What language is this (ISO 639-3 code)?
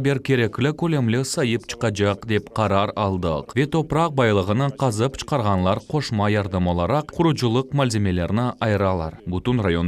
crh